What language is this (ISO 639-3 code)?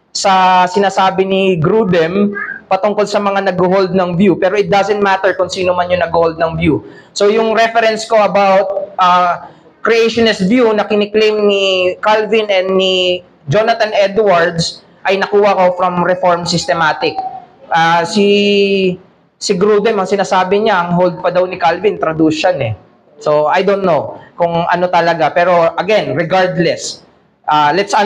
fil